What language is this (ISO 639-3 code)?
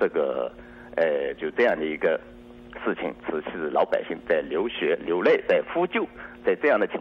zho